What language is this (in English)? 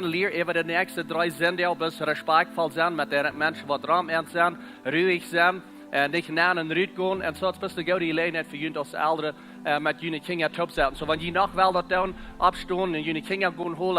Plautdietsch